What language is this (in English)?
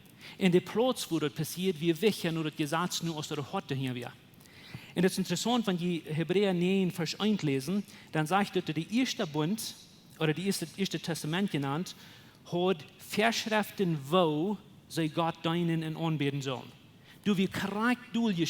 Plautdietsch